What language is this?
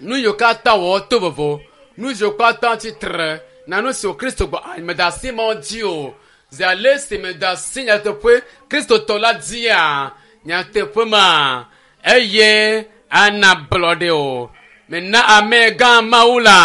Ewe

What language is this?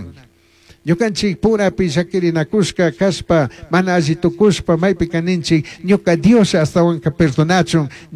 Chimborazo Highland Quichua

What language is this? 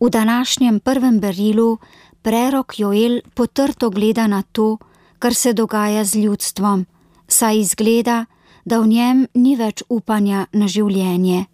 Slovenian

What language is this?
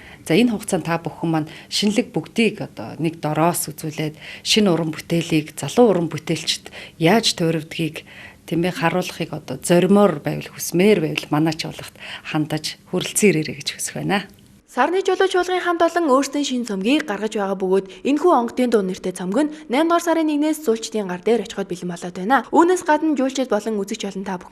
Mongolian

